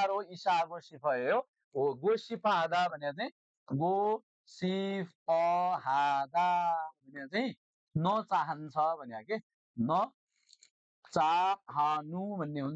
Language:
Nepali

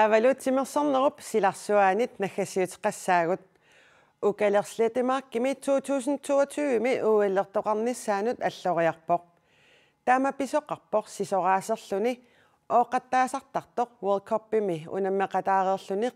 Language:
Kalaallisut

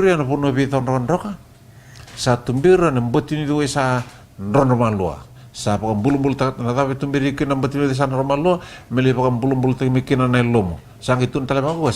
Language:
Fijian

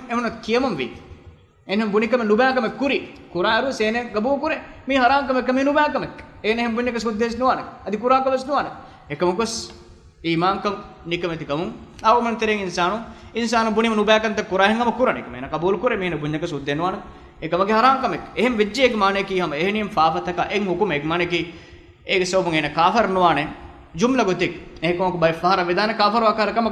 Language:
Divehi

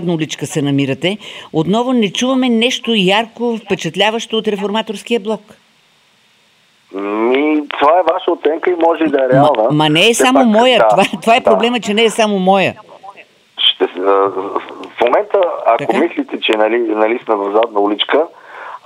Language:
Bulgarian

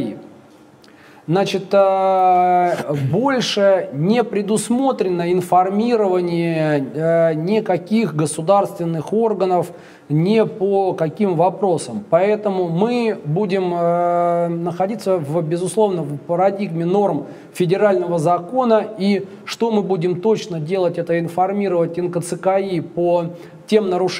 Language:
Russian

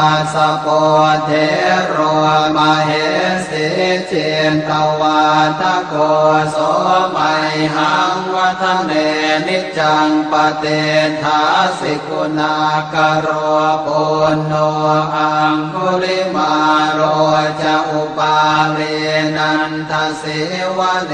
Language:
Pali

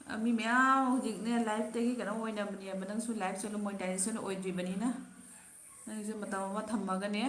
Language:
Manipuri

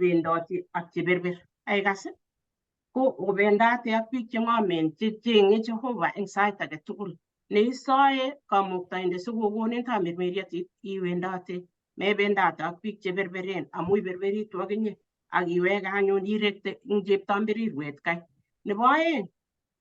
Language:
Kalenjin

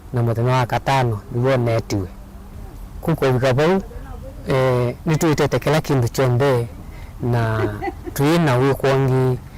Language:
Kamba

